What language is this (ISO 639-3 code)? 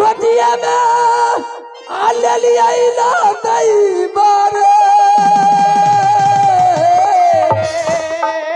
hin